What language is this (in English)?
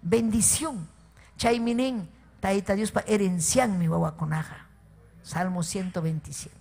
Ayacucho Quechua